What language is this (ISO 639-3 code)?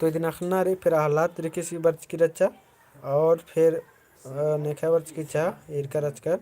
kru